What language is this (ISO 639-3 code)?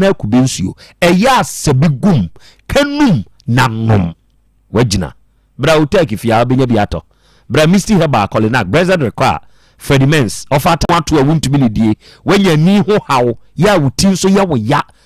aka